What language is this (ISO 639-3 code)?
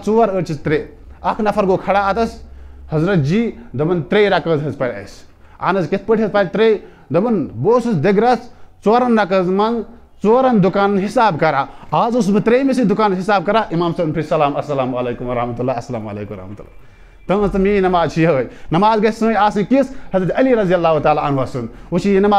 kas